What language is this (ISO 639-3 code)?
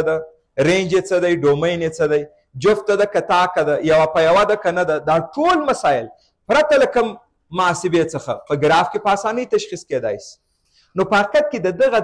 pus